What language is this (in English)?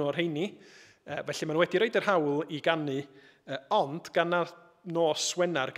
Welsh